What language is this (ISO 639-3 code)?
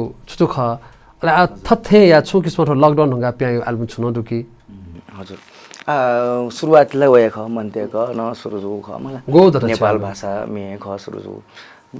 new